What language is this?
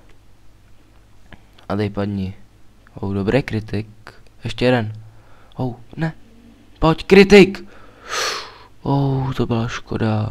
Czech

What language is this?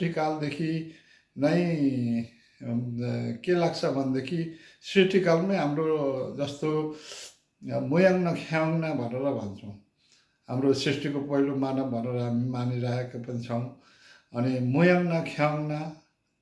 Nepali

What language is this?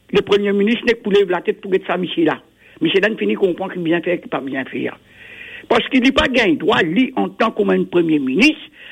Morisyen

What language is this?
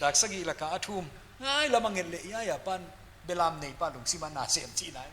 Paite Chin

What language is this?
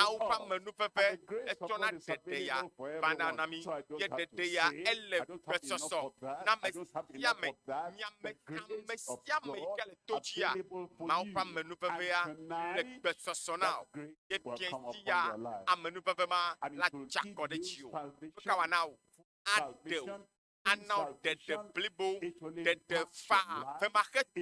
Ewe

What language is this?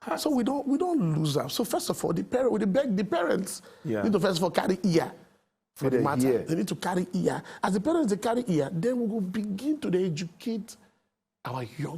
Nigerian Pidgin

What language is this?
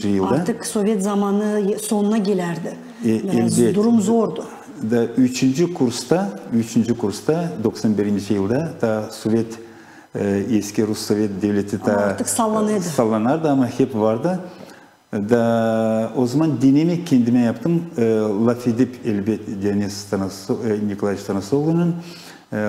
Gagauz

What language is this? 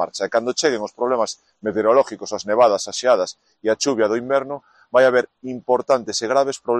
Galician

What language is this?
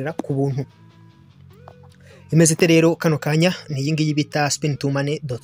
Kinyarwanda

